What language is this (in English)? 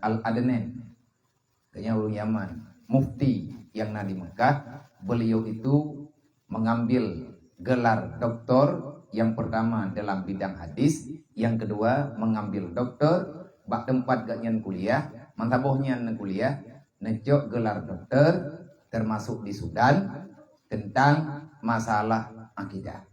Achinese